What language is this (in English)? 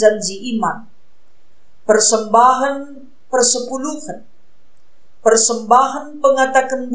Batak Karo